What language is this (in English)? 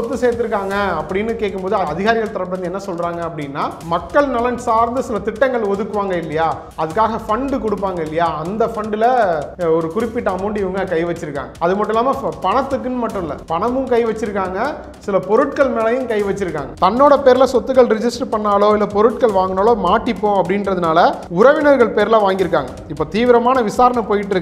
Tamil